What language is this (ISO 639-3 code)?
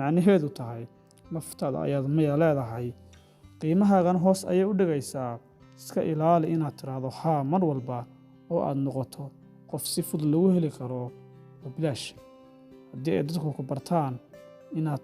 som